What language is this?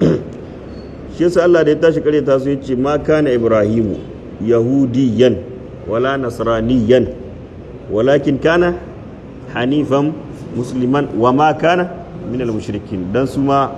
Hausa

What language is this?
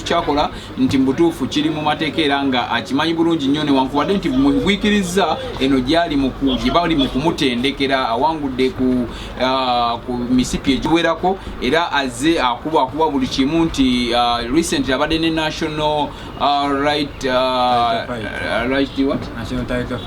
Ganda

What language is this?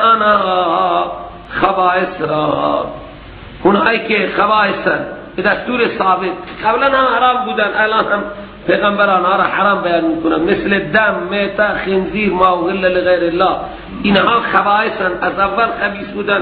Persian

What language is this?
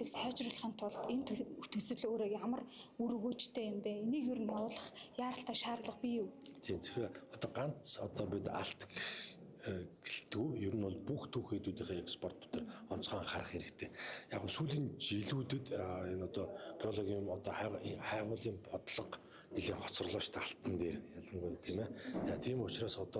Mongolian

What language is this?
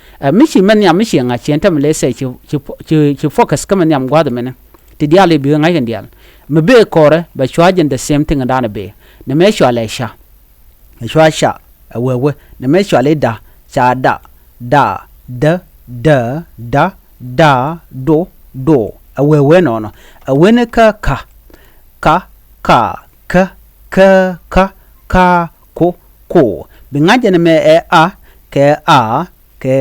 Nuer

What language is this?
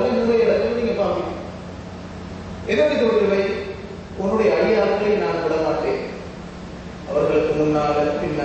Tamil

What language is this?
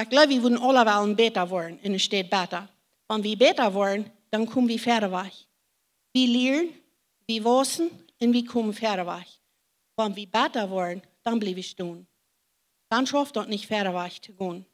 Plautdietsch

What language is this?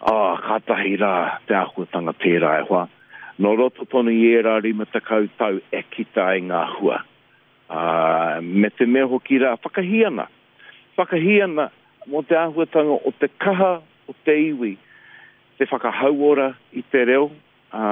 Māori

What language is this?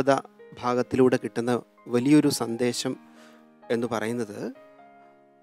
Malayalam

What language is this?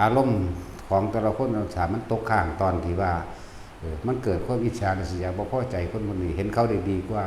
Northeastern Thai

